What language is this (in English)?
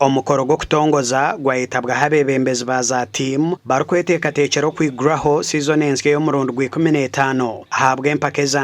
Nyankole